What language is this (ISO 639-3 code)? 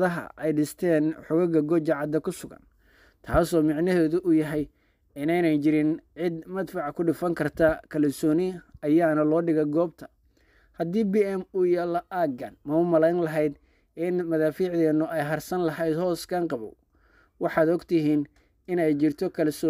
som